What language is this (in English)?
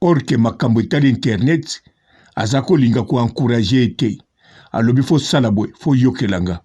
Lingala